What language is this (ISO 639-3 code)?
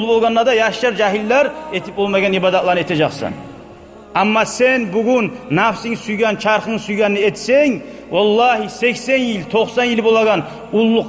kum